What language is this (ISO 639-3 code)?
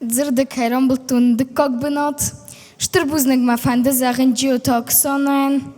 oss